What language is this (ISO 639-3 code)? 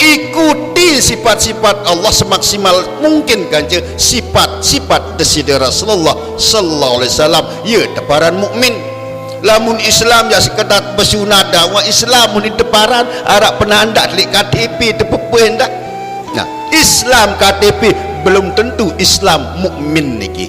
sas